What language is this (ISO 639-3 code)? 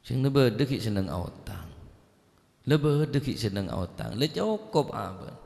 mad